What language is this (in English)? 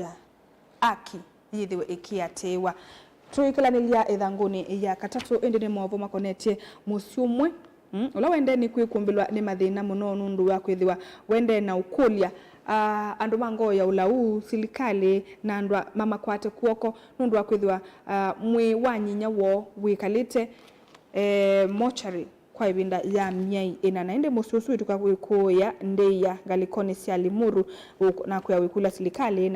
Kamba